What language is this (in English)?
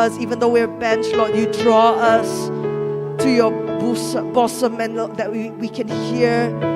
Iban